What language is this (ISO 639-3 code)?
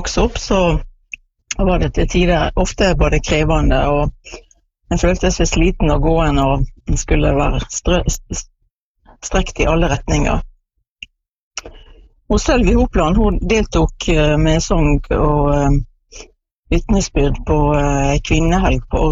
nor